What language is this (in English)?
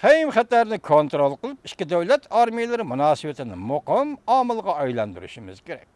Uyghur